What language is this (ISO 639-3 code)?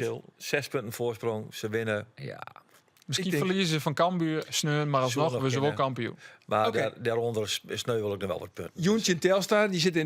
fry